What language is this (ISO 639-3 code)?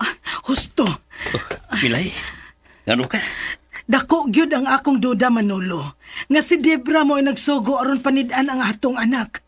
ceb